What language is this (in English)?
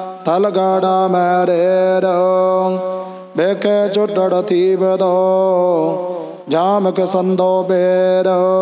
Punjabi